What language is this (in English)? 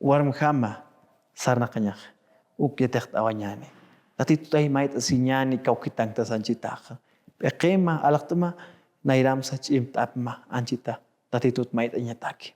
Aymara